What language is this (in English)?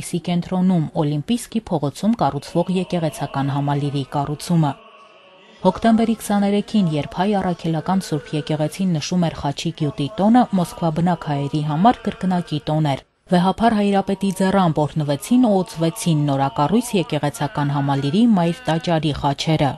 Armenian